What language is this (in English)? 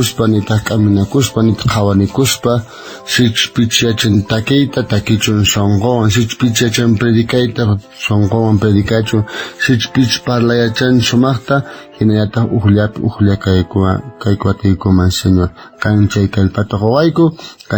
South Bolivian Quechua